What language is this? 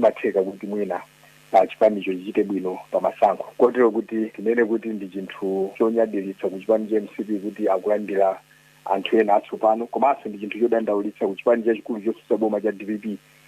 Nyanja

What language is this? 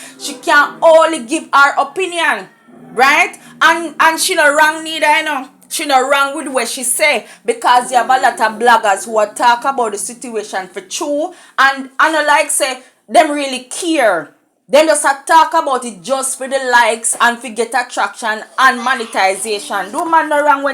Jamaican Creole English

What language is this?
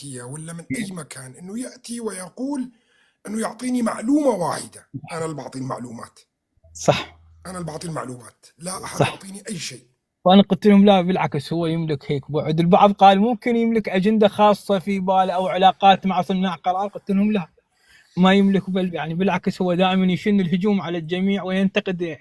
North Levantine Arabic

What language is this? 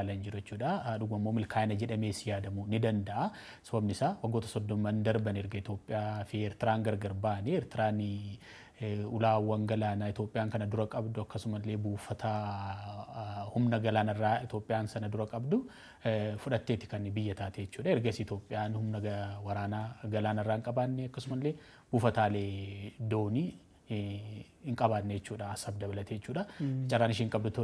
Oromo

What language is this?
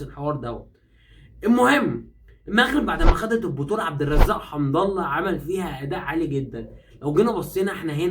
Egyptian Arabic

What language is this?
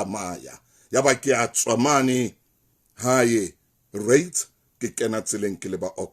Southern Sotho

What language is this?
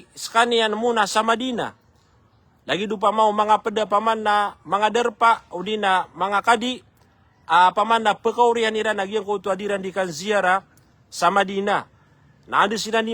Maranao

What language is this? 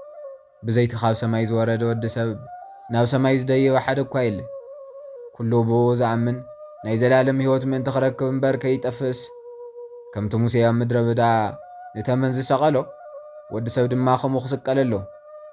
Tigrinya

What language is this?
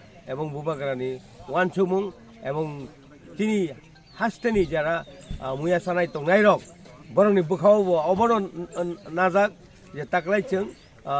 Kok Borok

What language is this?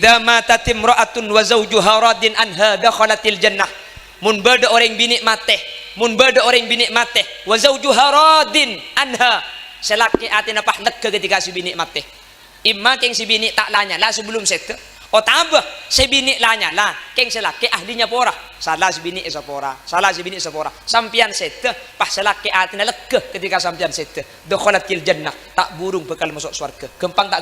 Madurese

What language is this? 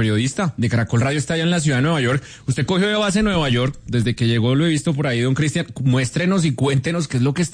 Spanish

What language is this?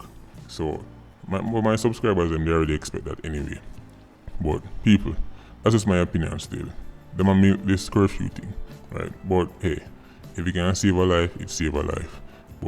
Jamaican Creole English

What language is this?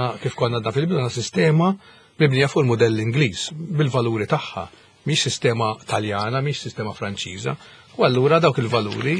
Maltese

